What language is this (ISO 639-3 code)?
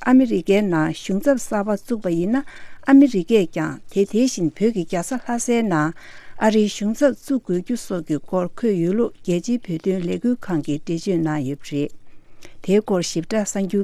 bod